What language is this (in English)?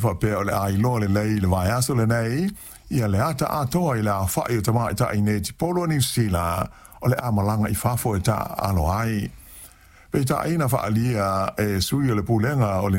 Samoan